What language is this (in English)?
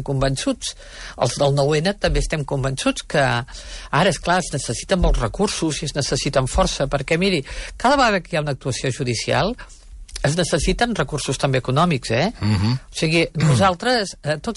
Catalan